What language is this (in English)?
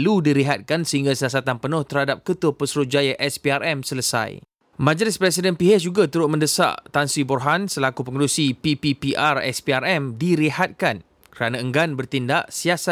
Malay